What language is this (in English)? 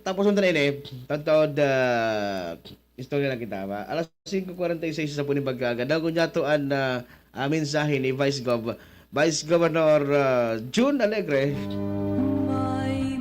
Bikol